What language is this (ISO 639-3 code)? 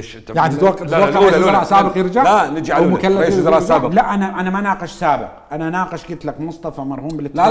acm